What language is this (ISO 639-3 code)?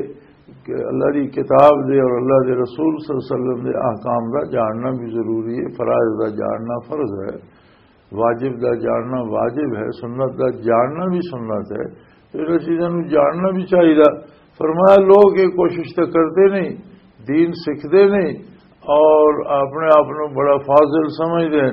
lah